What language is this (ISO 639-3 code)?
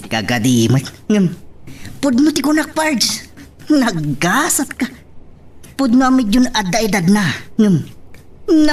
ilo